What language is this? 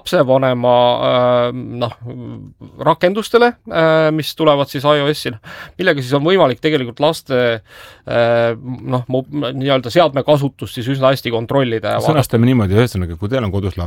Estonian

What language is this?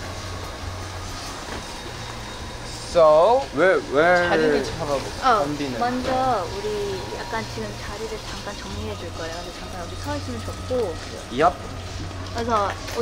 Korean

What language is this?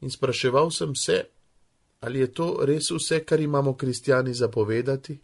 Slovenian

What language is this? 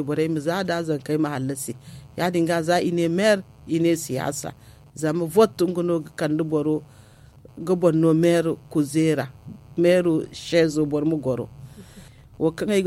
Zarma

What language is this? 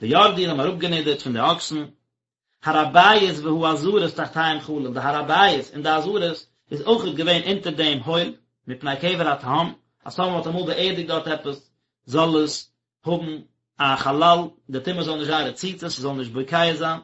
Yiddish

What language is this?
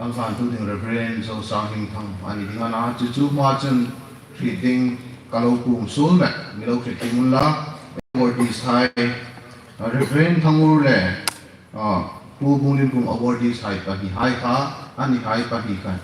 Hmar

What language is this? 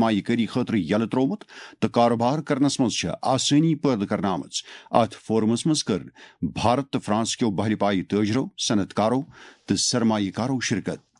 Kashmiri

